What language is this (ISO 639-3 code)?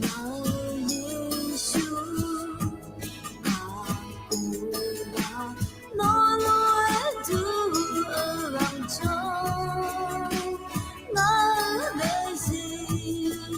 ahk